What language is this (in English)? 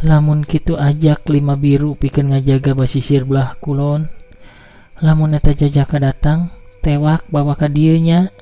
Sundanese